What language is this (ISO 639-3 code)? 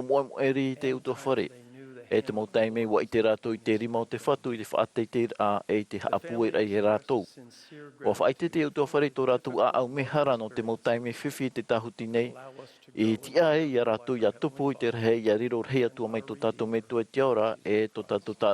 tah